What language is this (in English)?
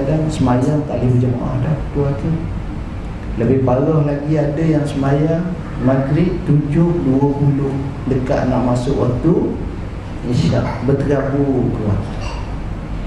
Malay